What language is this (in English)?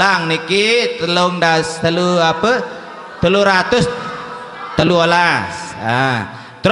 Sasak